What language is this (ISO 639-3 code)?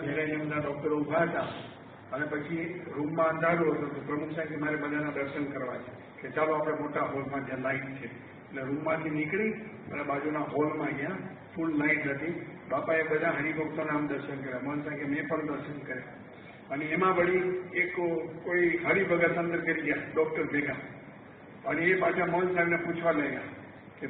guj